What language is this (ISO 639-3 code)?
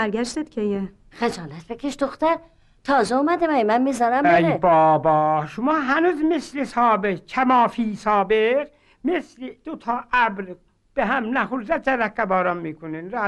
fas